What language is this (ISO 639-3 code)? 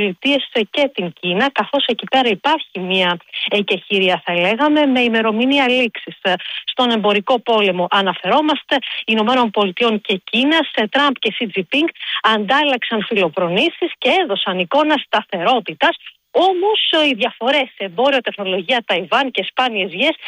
ell